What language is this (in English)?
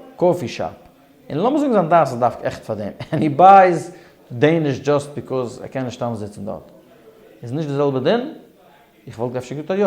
Yiddish